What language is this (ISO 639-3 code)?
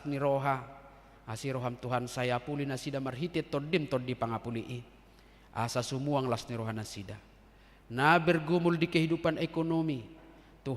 bbc